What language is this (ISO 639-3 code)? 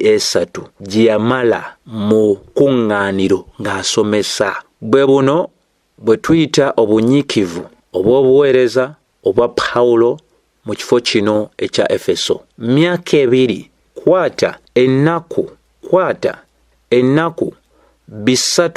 lug